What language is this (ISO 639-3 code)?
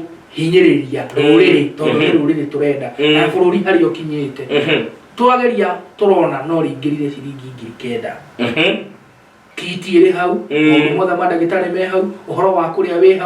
kik